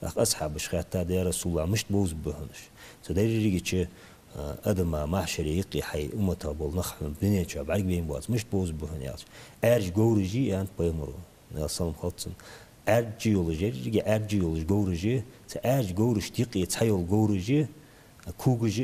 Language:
Ingush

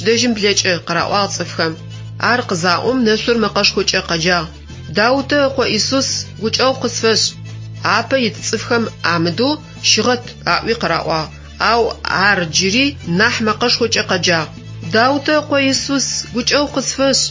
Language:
Adyghe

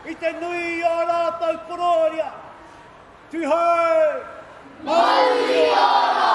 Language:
Māori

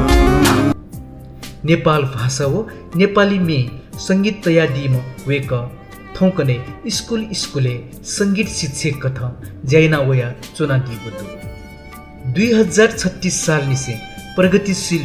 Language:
Newari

